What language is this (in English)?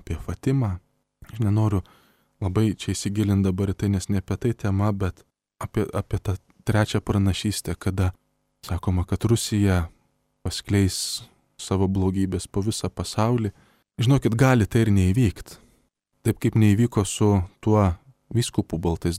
Lithuanian